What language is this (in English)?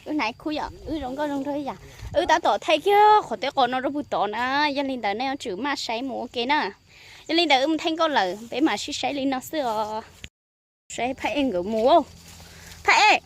Hmong